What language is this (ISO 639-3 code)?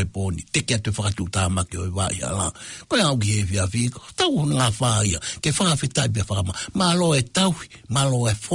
ton